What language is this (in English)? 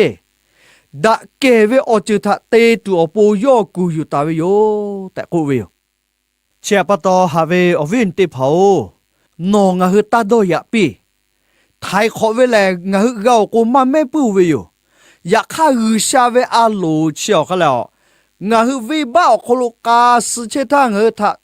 Lahu